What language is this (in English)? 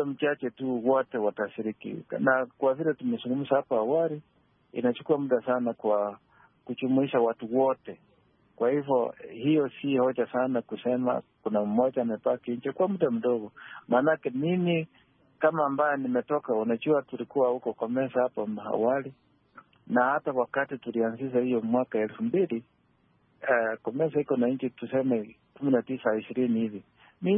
Swahili